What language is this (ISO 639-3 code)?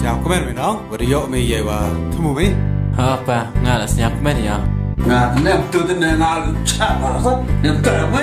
kha